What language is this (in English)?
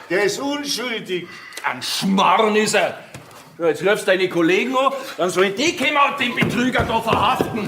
Bavarian